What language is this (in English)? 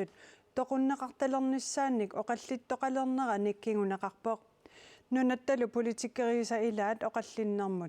Kalaallisut